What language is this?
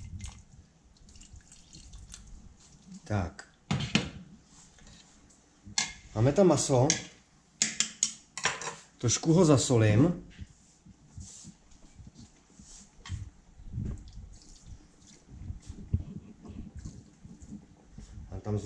Czech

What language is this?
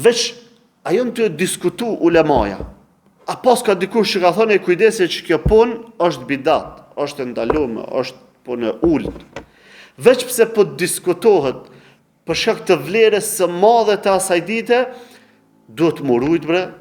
Albanian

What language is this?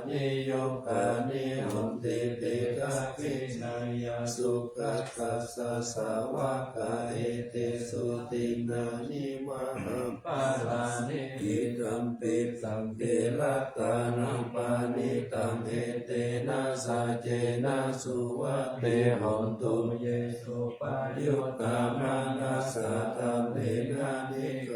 Pali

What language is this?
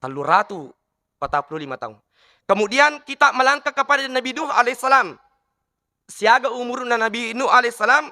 Buginese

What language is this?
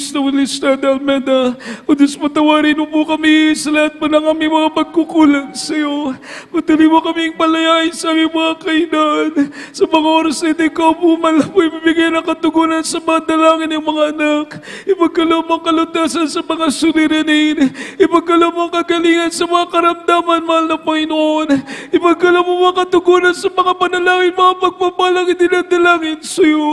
Filipino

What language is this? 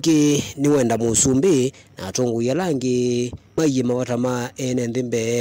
Kamba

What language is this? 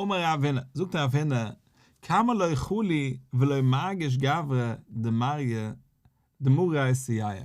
Yiddish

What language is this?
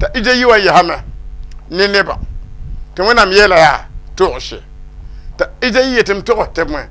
Mossi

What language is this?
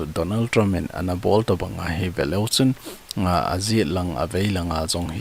Thado Chin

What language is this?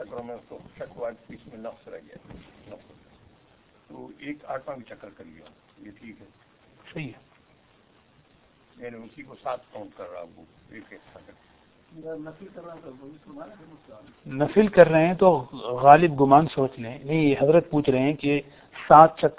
Urdu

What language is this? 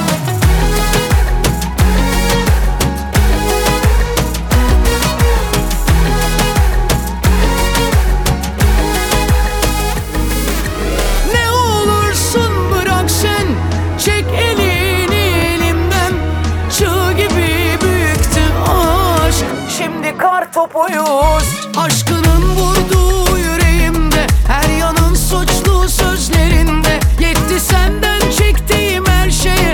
Turkish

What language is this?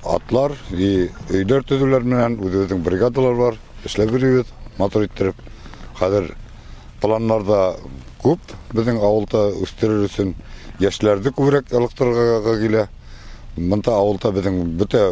Bashkir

